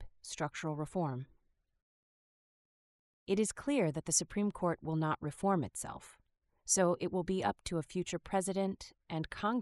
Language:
English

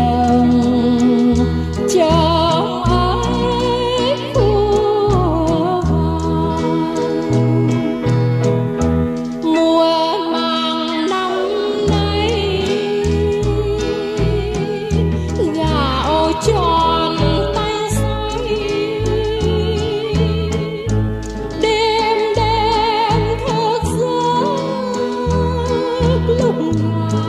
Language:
Vietnamese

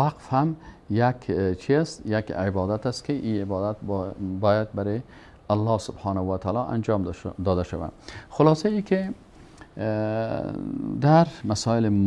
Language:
Persian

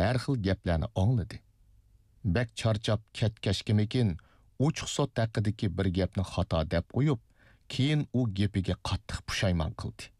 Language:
Uyghur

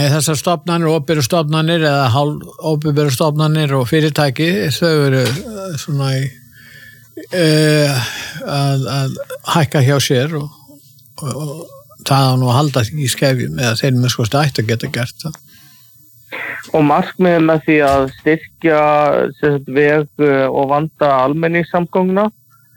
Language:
Icelandic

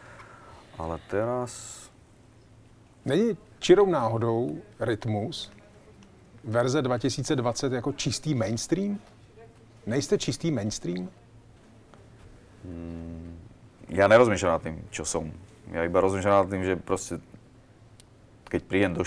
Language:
Slovak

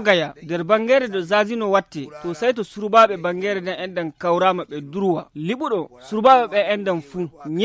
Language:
Fula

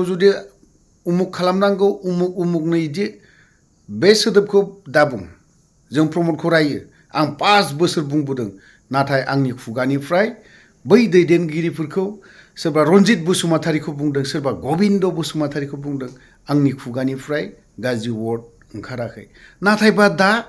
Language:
Bodo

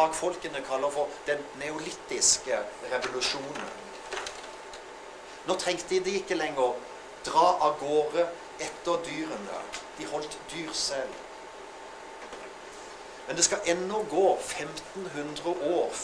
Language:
Norwegian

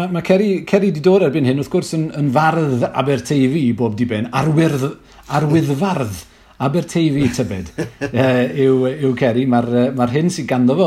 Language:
Welsh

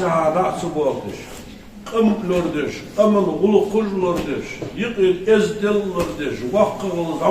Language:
Ingush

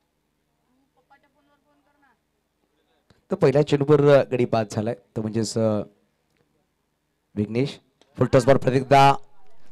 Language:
Marathi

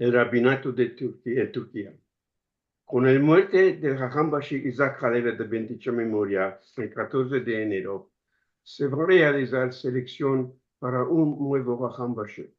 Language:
Ladino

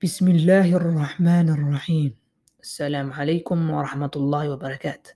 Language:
English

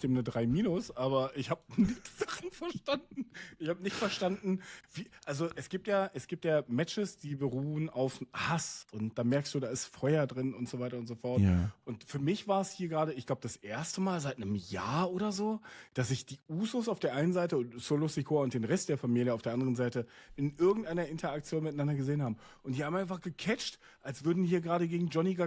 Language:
Swiss German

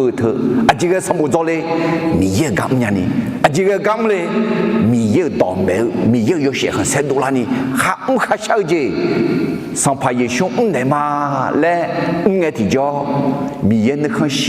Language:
Akha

